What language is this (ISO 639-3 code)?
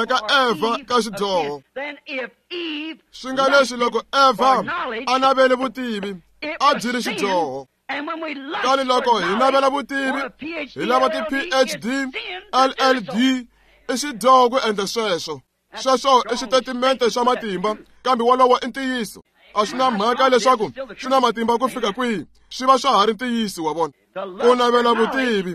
tso